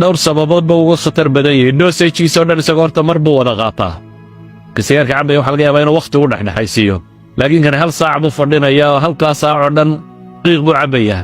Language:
Somali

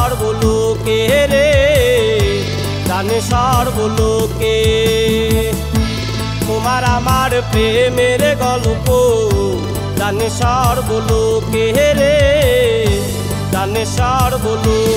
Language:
Bangla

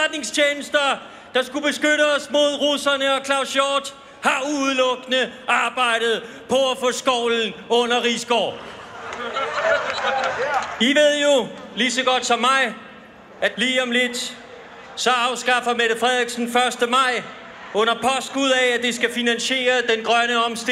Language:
Danish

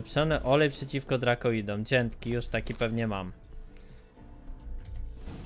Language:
Polish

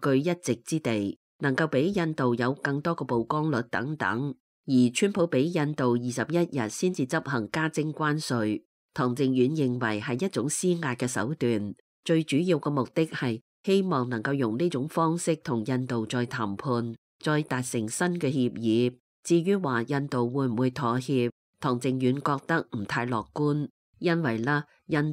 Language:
Cantonese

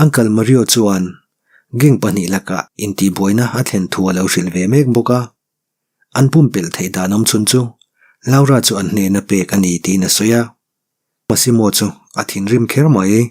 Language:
Mizo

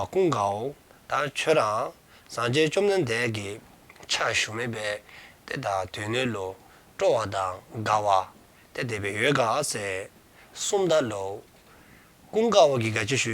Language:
Dzongkha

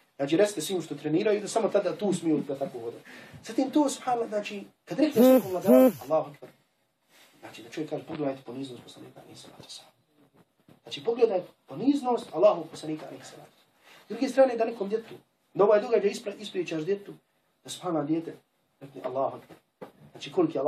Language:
Bosnian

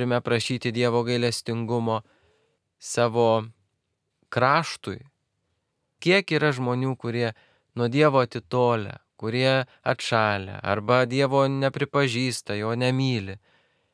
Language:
Lithuanian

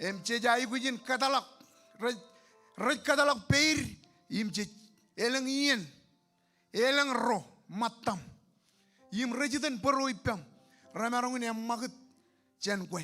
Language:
Marshallese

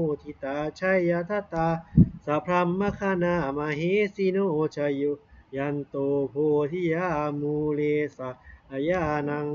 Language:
Pali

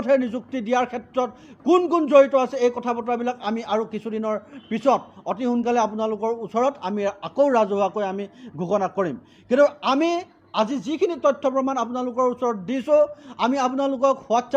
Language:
Assamese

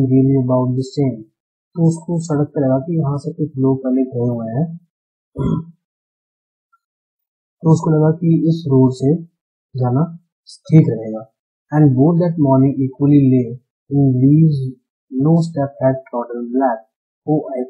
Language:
Hindi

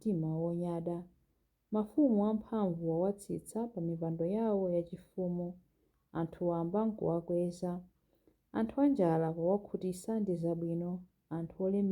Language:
Nyanja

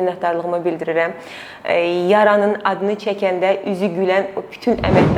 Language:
Azerbaijani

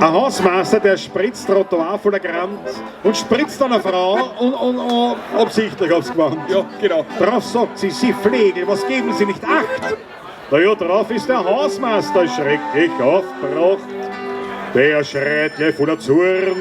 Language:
Bavarian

